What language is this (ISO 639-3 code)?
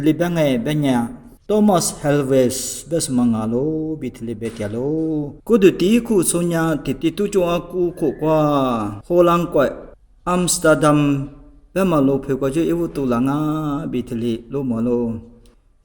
lis